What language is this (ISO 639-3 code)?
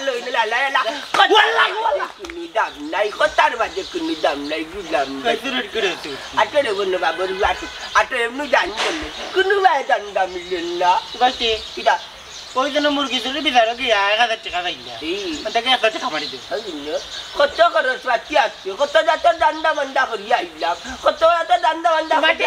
syl